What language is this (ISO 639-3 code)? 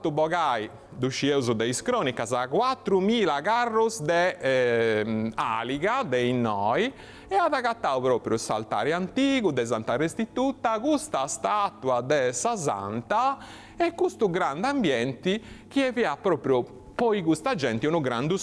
srd